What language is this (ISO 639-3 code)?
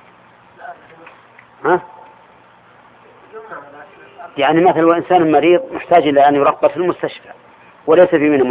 ara